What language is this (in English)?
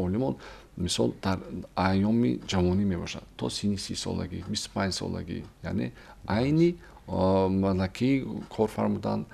Tajik